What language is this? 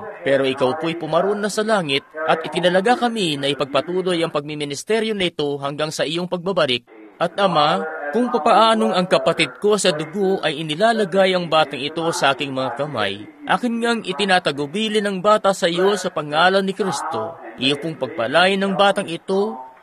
Filipino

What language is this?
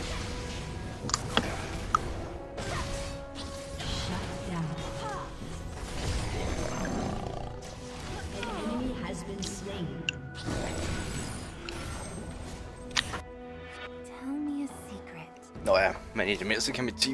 Danish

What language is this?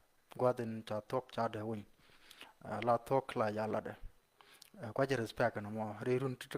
Nuer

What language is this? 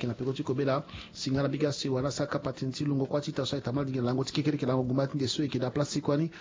Sango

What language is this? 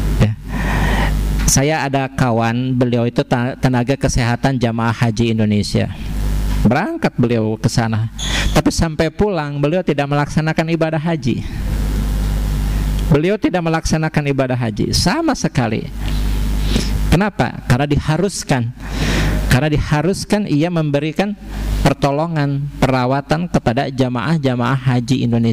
Indonesian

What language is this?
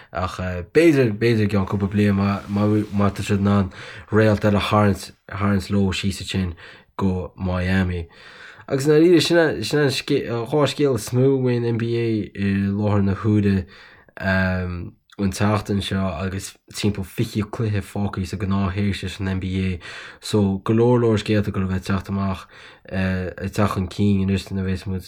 Irish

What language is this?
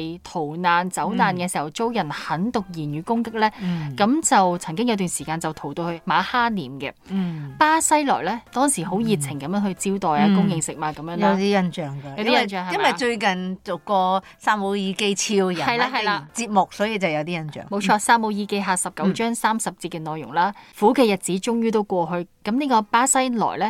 Cantonese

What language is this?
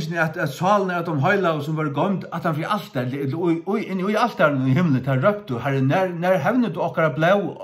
Faroese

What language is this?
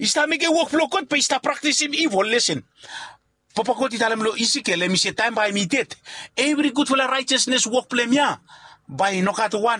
Bislama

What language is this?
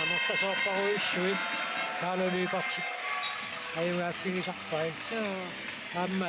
Kalaallisut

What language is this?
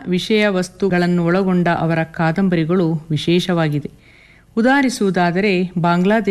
Kannada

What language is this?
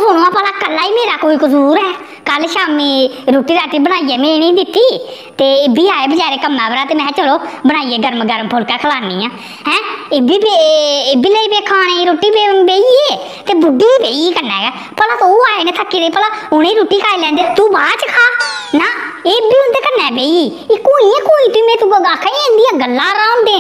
Dogri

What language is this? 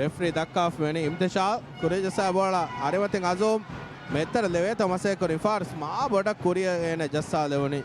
Divehi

